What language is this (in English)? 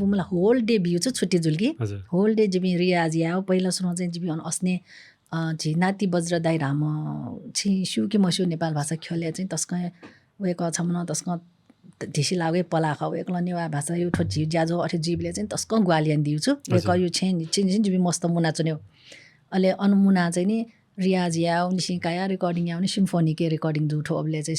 Newari